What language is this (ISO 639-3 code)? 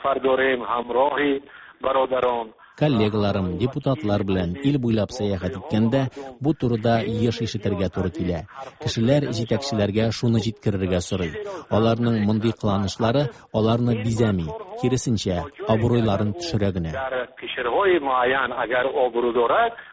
tat